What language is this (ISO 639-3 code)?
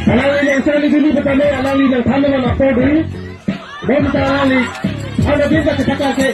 mjw